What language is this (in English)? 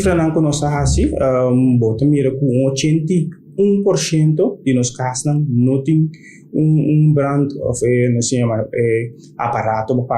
Papiamento